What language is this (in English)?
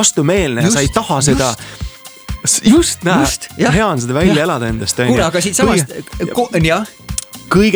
Estonian